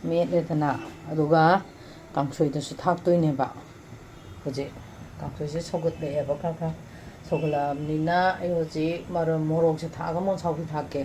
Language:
Manipuri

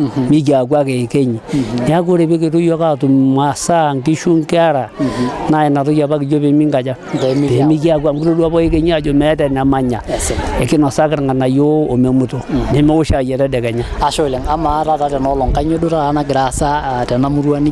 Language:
Masai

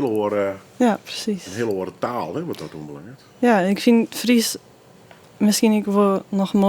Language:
Western Frisian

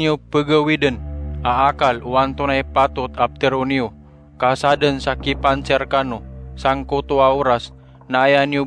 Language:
Maranao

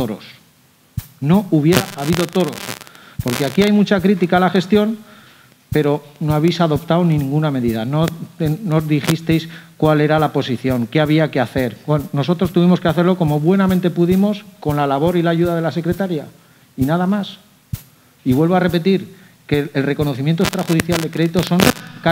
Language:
Spanish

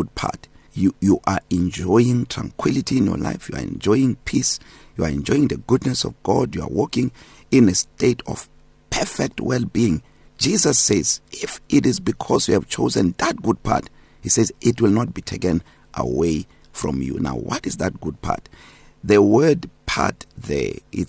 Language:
English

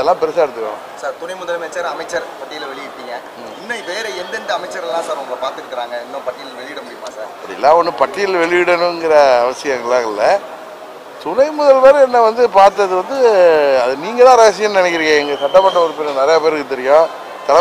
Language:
Tamil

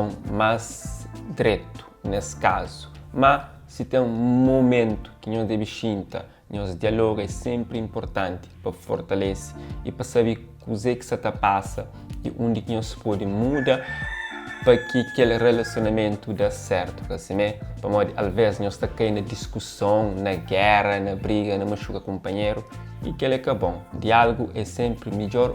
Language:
Kabuverdianu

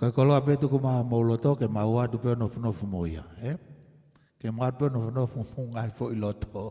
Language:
Tongan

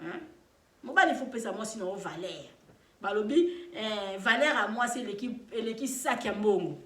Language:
Lingala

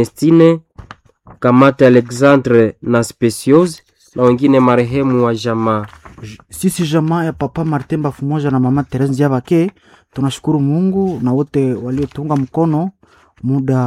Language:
Swahili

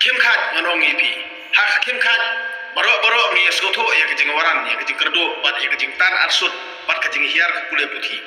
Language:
Khasi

